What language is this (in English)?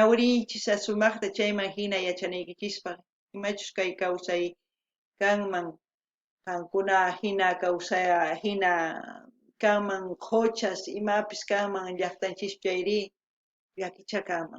South Bolivian Quechua